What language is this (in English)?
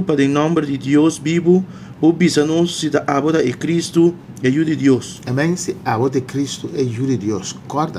Papiamento